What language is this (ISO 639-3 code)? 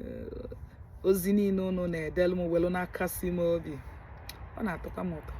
ibo